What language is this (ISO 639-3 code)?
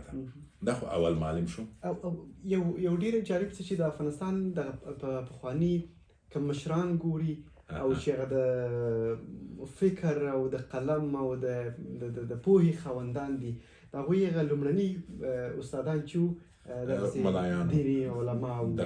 pus